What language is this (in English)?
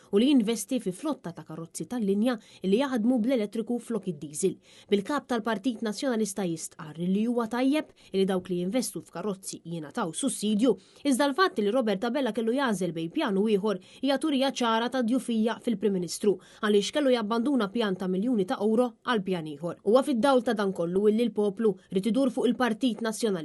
Maltese